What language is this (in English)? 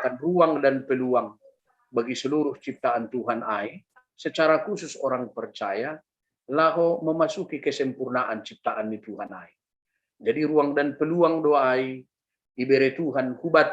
Batak Simalungun